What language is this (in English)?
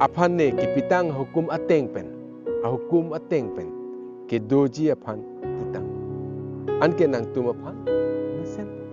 Karbi